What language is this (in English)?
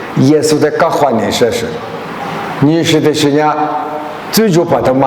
Lisu